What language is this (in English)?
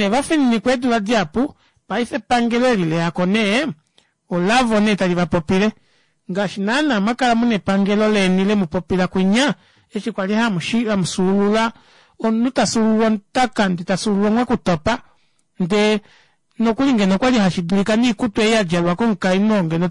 Kuanyama